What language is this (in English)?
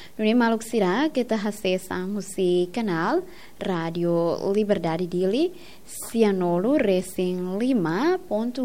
Tetum